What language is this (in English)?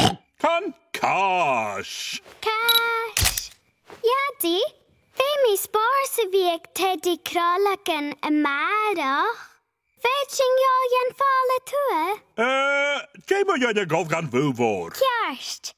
Scottish Gaelic